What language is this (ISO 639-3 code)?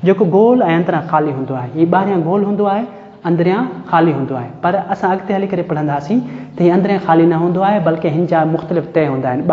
snd